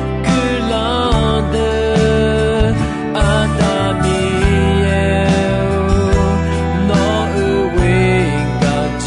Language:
Akha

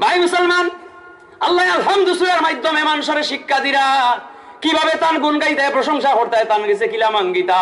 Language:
Sylheti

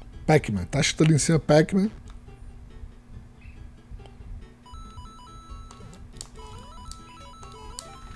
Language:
Portuguese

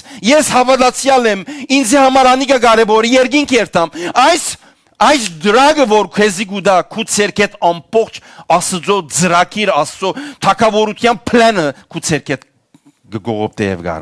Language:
Western Armenian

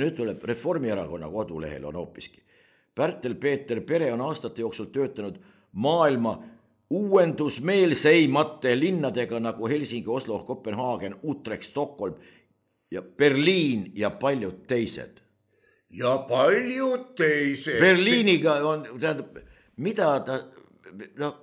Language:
Estonian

